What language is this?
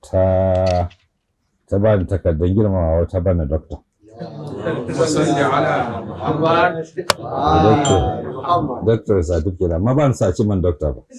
Hausa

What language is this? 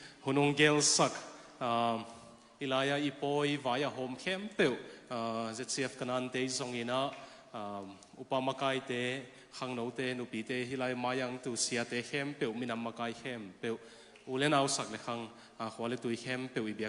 Tedim Chin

